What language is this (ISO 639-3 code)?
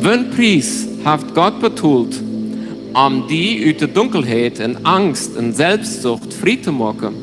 pdt